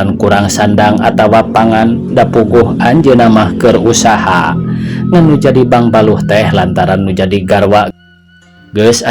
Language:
Sundanese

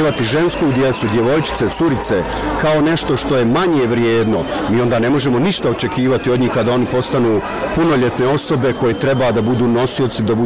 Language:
Bosnian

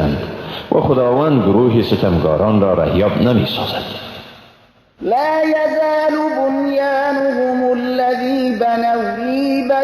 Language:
Persian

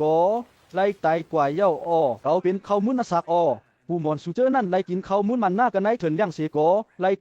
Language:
Shan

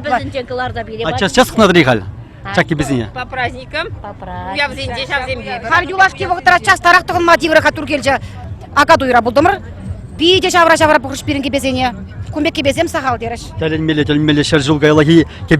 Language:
Chuvash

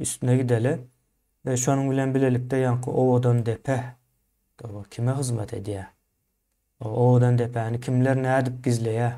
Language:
Turkmen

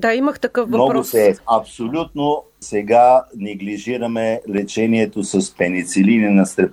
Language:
Bulgarian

